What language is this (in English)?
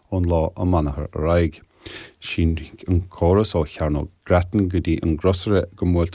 Irish